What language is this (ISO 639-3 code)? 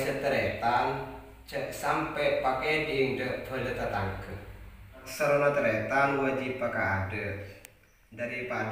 mad